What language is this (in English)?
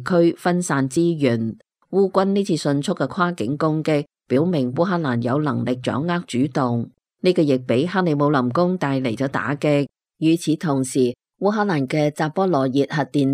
Cantonese